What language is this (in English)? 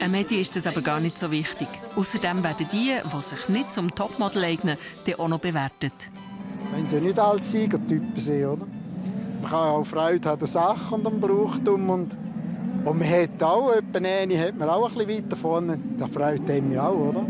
Swiss German